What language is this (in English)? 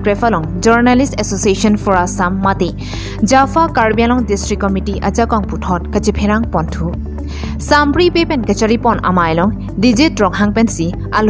Karbi